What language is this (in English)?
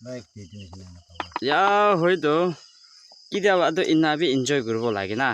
Naga Pidgin